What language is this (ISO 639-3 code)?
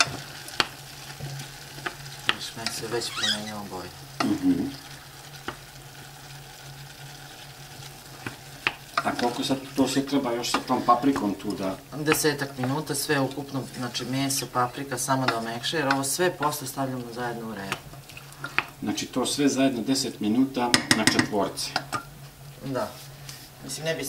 srp